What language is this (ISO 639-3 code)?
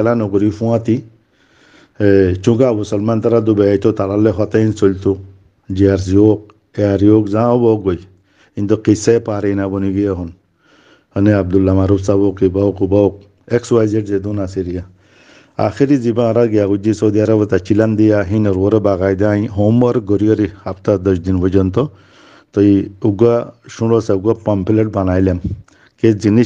rhg